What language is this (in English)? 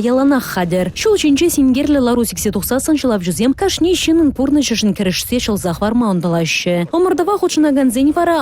Chuvash